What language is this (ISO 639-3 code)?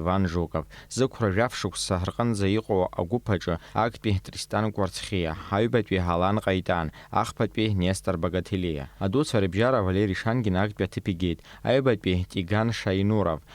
abk